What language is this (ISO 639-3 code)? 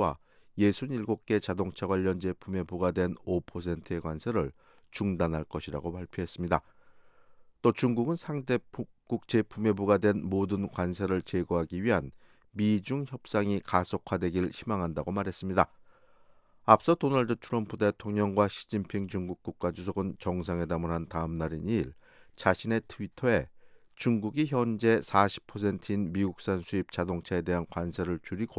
kor